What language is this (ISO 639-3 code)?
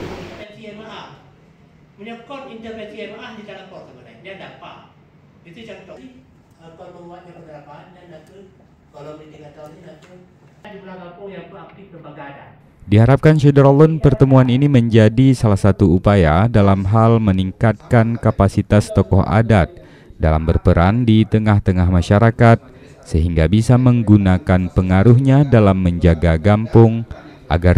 ind